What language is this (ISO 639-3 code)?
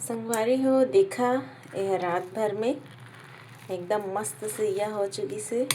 hne